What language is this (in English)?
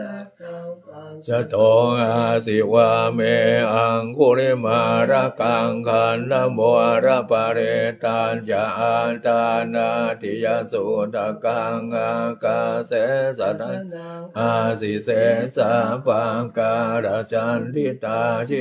Pali